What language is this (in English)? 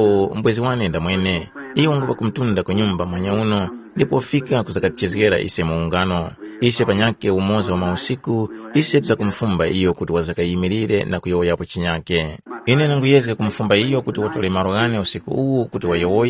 Tumbuka